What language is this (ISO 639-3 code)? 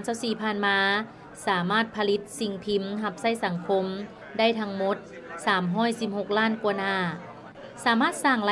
lao